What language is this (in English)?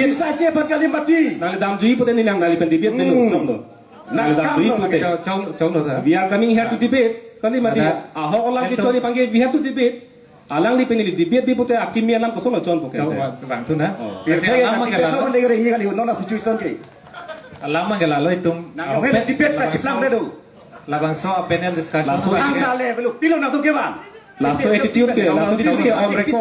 Karbi